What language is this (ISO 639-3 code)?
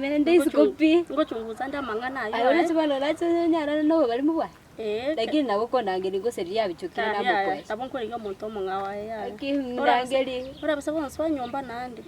guz